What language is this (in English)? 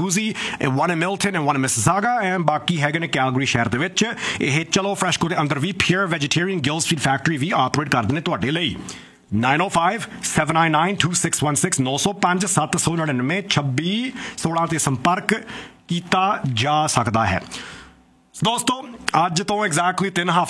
Punjabi